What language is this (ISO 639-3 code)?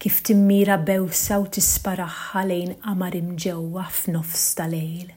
mlt